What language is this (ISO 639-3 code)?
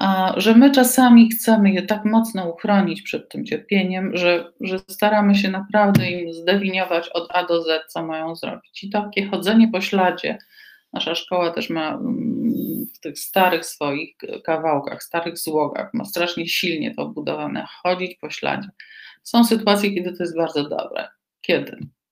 pol